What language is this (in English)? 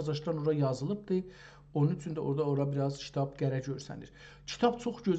South Azerbaijani